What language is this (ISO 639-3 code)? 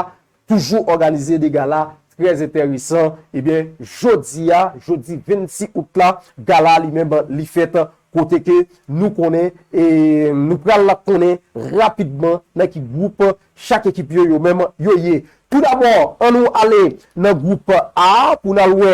hat